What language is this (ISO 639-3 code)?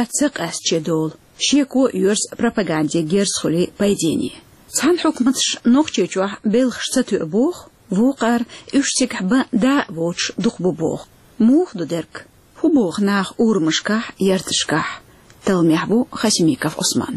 che